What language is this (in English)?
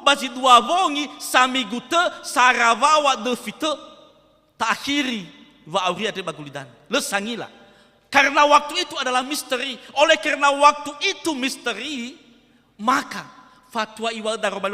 Nias